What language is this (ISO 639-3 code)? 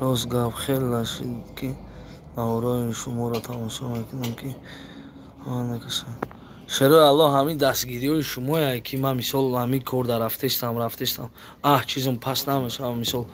tgk